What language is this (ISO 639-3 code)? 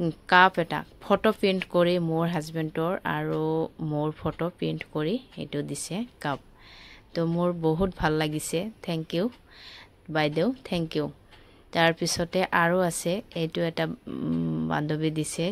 asm